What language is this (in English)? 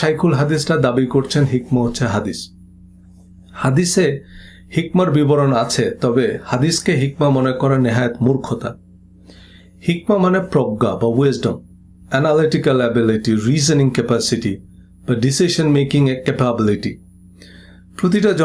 Bangla